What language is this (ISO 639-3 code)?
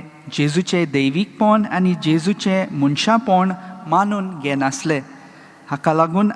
kok